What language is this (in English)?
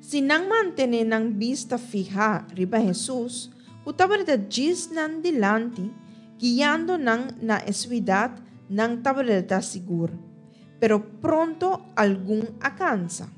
Papiamento